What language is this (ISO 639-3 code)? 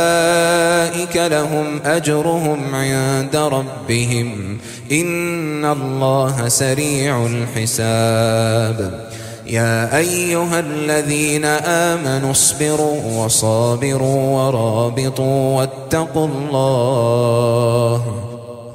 ara